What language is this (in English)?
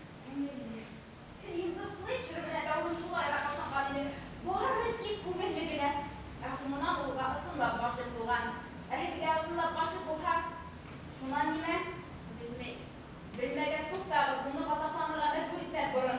Bashkir